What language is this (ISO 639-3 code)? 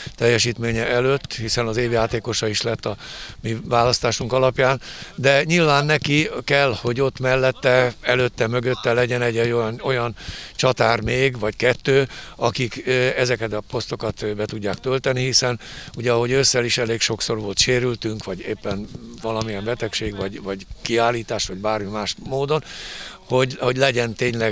hun